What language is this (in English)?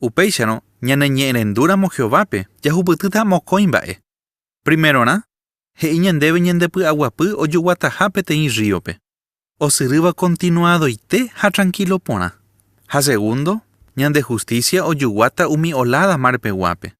Guarani